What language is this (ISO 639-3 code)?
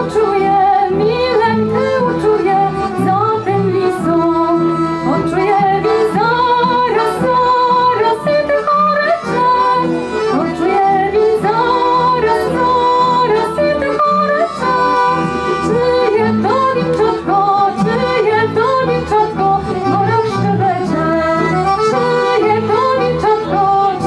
rue